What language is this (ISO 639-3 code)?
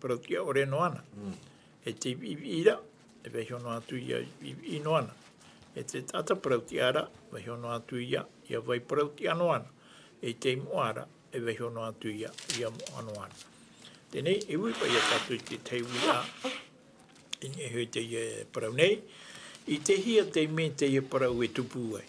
tah